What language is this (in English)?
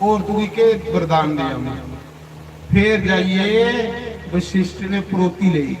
Dogri